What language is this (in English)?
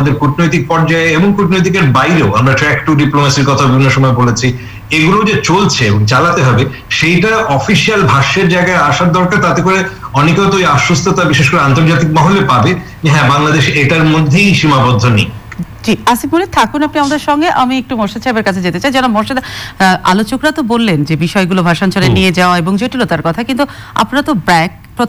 Bangla